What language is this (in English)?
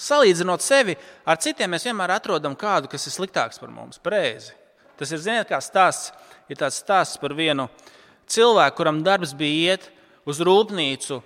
Latvian